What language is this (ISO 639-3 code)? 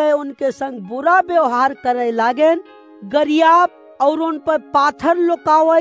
awa